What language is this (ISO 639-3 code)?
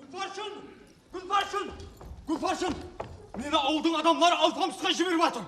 kaa